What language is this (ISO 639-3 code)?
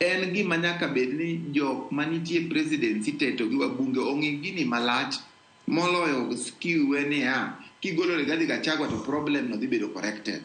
luo